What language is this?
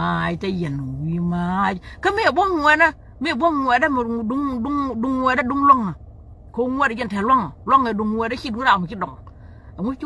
Nuer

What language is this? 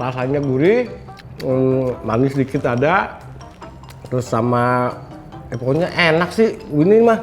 Betawi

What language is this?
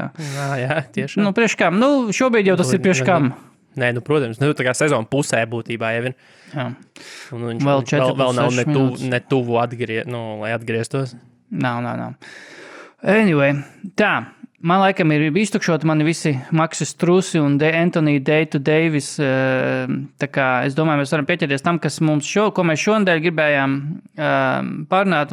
Latvian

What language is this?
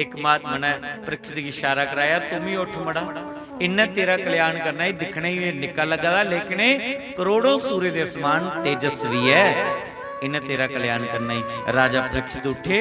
Dogri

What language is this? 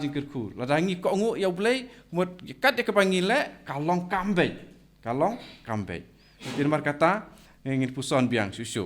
Khasi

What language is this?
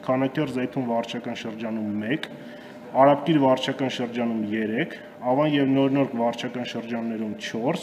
Armenian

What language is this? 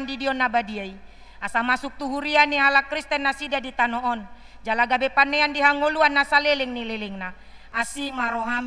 Batak Toba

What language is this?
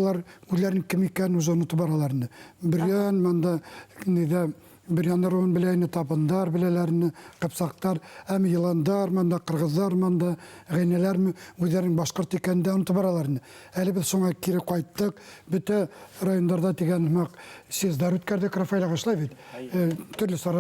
Bashkir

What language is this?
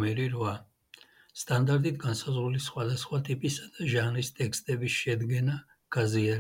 Georgian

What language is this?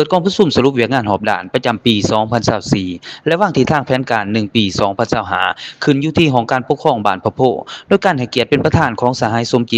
Lao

